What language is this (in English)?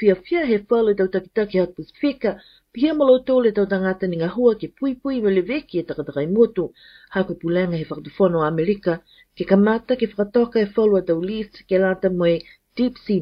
Tongan